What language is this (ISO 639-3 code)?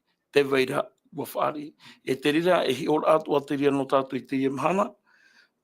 tah